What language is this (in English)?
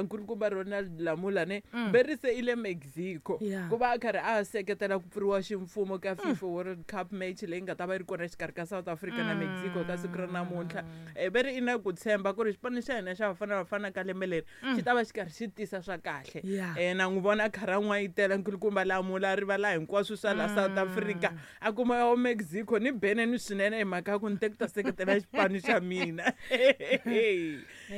Tsonga